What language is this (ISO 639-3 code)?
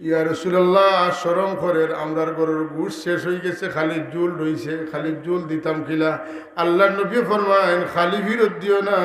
syl